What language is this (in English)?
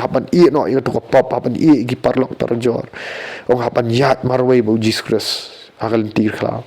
Khasi